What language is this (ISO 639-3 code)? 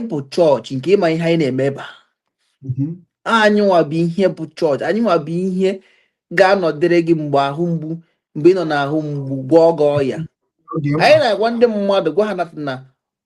ibo